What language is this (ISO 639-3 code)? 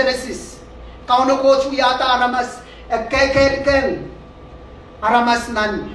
pon